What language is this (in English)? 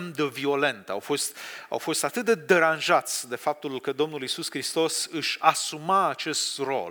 Romanian